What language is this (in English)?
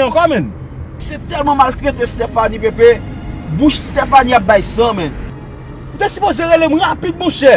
Haitian Creole